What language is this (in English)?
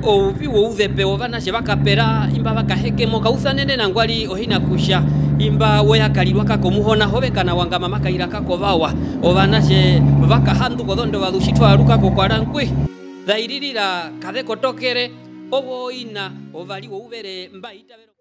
Herero